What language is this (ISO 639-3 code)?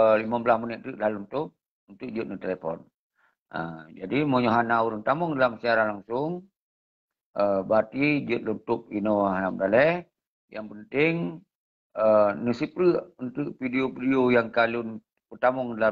ace